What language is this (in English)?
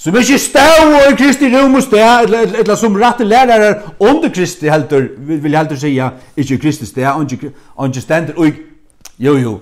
Faroese